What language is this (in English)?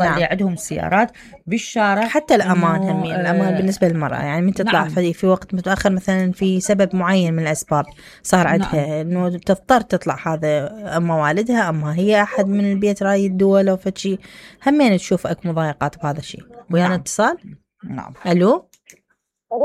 Mesopotamian Arabic